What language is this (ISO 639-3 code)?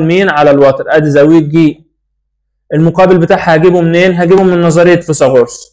arz